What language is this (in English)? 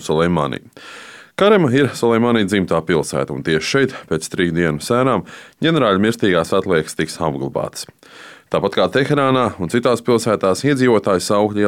Latvian